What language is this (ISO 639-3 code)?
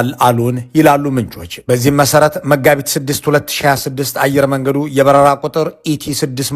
amh